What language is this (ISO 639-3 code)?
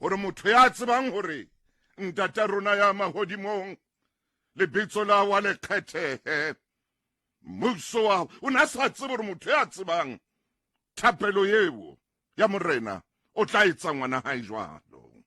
sot